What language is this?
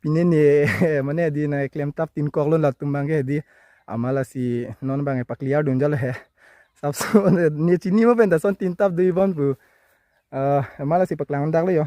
Karbi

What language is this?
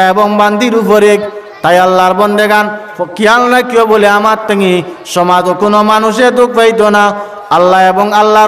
Sylheti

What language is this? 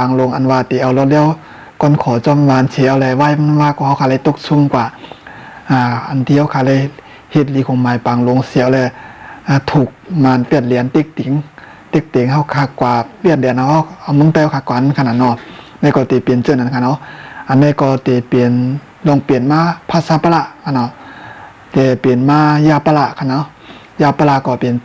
Shan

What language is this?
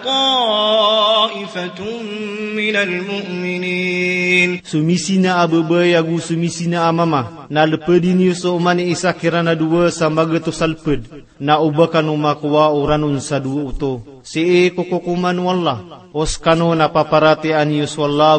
Maranao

